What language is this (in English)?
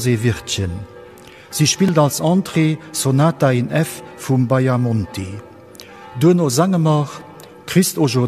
Luxembourgish